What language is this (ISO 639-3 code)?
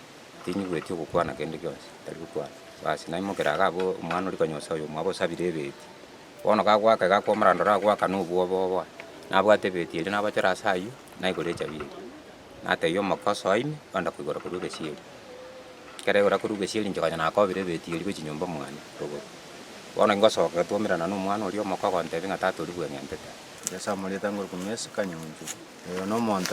guz